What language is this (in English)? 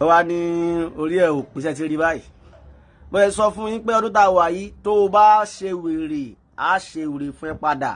Yoruba